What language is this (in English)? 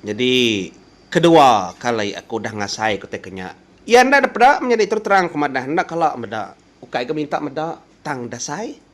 Iban